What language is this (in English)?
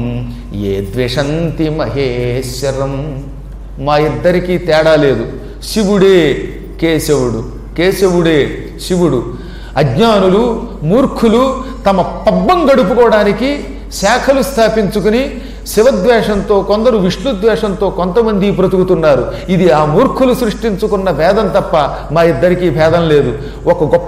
Telugu